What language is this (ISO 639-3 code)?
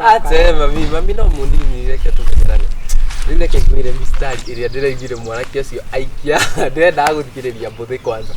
kik